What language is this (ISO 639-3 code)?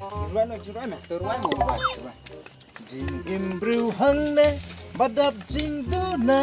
kha